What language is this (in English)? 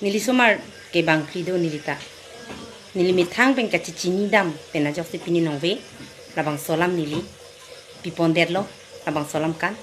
Karbi